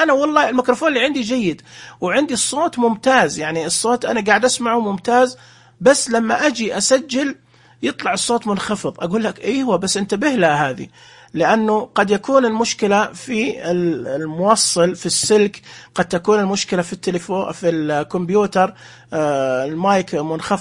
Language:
Najdi Arabic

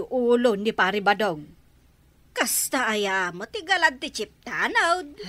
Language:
Iloko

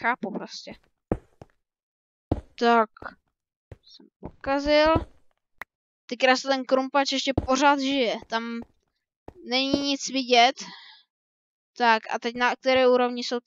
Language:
Czech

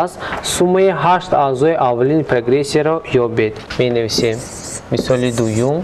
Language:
Tajik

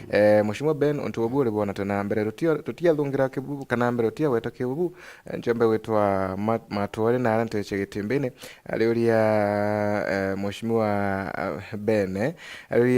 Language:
Meru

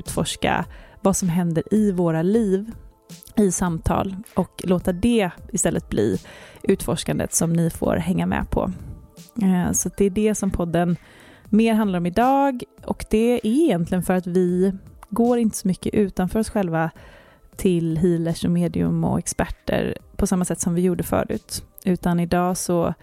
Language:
Swedish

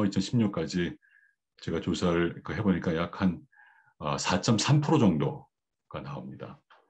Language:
Korean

